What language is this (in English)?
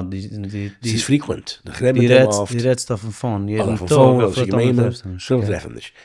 Yiddish